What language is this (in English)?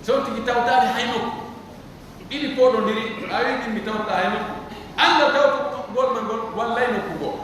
Pular